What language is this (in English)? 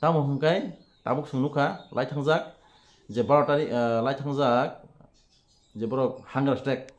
Kok Borok